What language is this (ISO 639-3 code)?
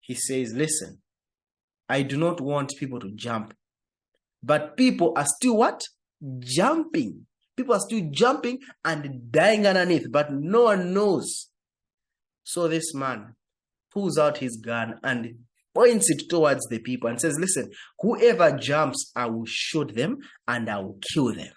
eng